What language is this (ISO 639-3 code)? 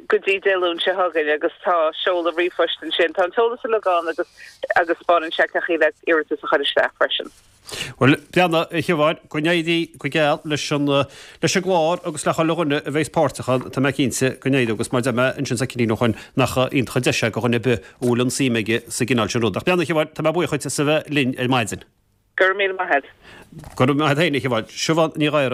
gle